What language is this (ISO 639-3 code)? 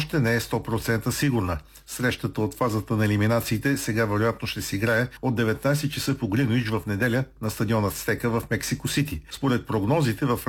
bul